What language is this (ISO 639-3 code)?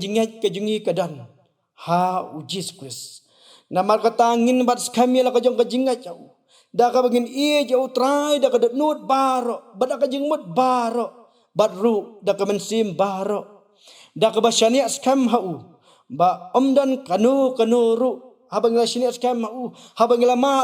kha